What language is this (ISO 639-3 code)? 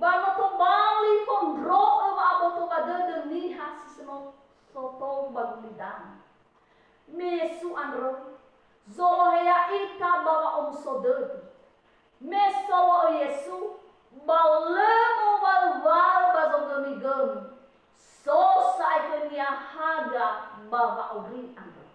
nia